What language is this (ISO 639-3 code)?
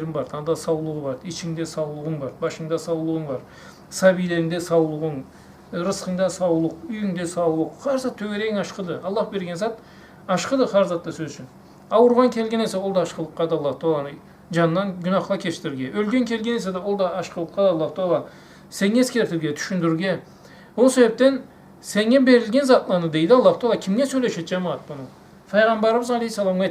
krc